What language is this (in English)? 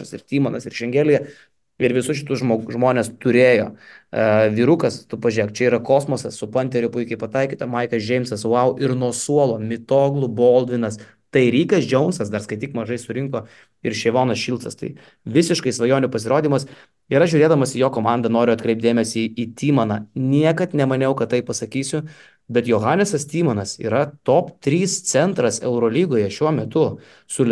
Lithuanian